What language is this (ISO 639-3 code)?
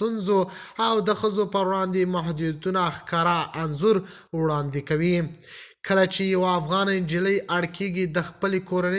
pus